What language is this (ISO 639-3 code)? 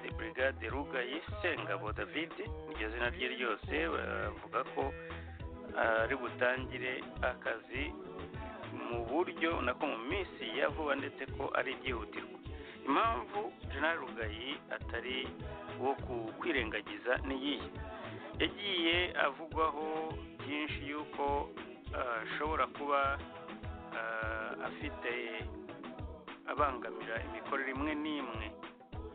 kin